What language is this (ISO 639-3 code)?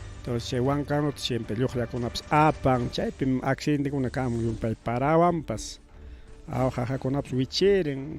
quy